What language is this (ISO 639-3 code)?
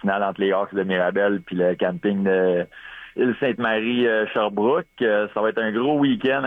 fra